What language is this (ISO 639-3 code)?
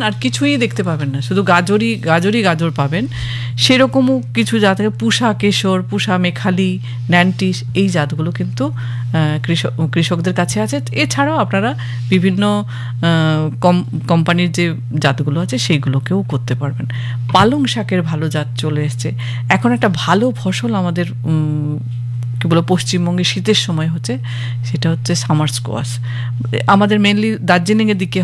ben